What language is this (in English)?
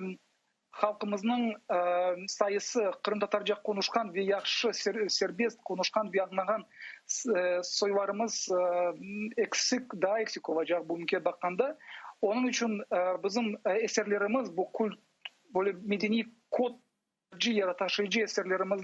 Crimean Tatar